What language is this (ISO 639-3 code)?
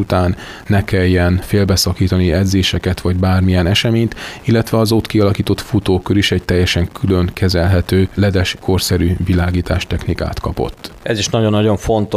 hun